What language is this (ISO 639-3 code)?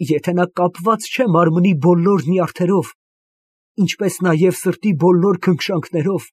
hye